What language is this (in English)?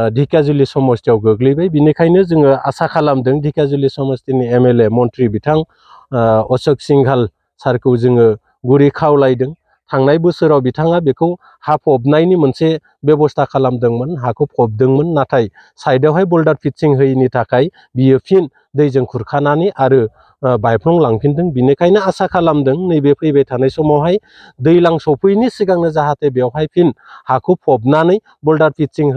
Bodo